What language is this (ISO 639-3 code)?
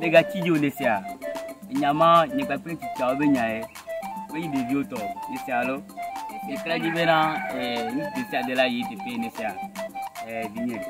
ewe